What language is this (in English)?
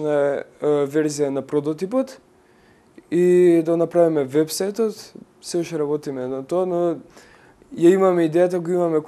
Macedonian